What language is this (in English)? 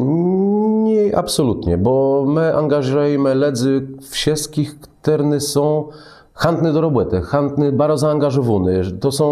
Kashubian